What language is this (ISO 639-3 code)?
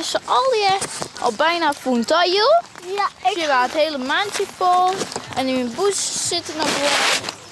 fry